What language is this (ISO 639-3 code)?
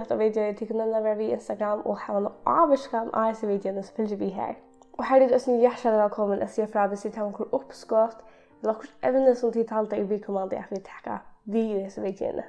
fao